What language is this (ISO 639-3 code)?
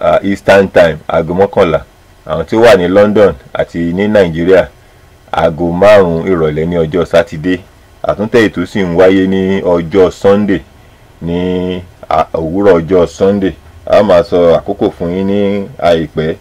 yor